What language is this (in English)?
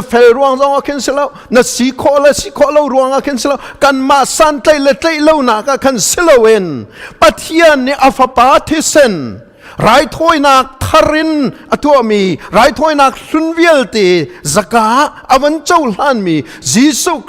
Hakha Chin